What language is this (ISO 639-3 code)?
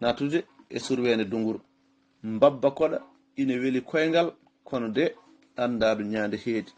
ful